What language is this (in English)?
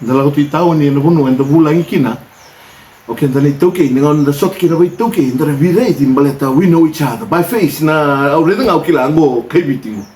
Fijian